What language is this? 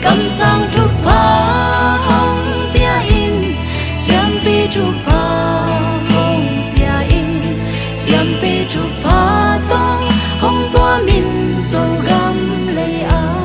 Tedim Chin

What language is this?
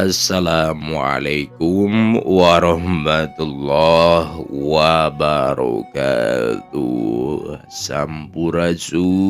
Sundanese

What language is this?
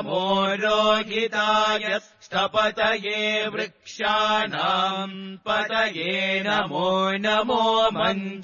Sanskrit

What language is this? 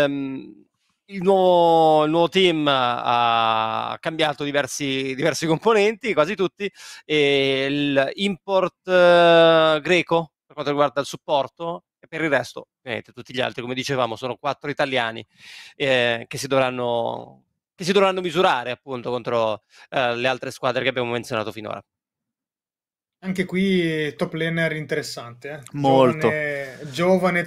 Italian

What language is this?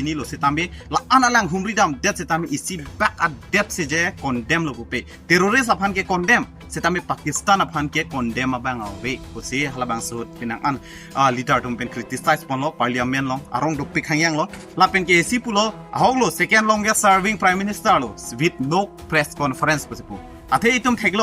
Karbi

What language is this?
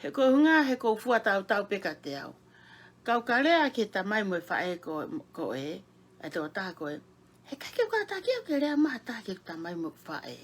Tongan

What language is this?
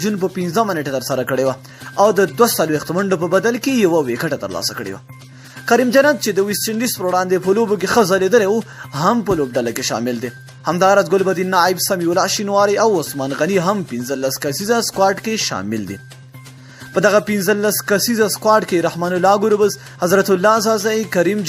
Pashto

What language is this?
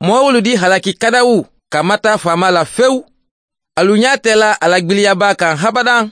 Mandingo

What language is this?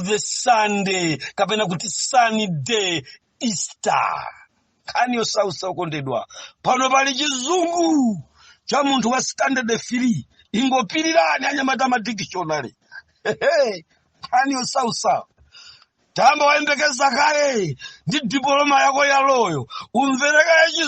Nyanja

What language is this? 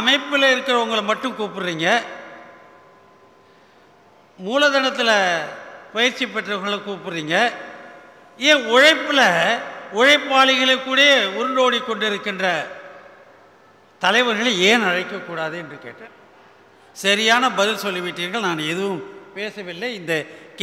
Tamil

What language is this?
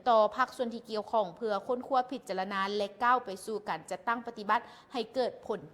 Lao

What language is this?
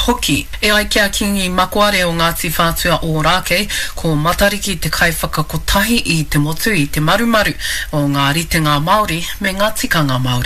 Māori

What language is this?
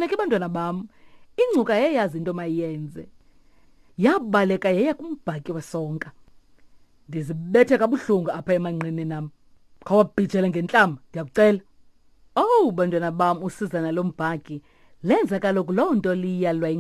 Xhosa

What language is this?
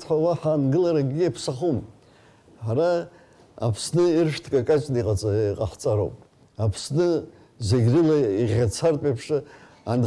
Abkhazian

